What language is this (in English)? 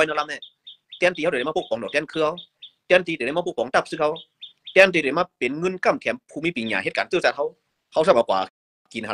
Shan